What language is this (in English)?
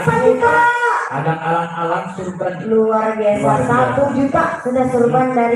Banjar